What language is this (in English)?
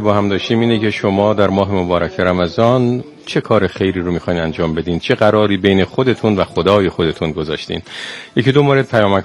Persian